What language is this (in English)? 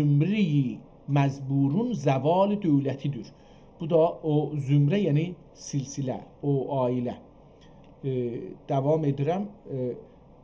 South Azerbaijani